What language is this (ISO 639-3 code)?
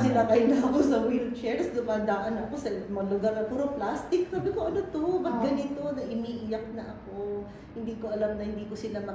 fil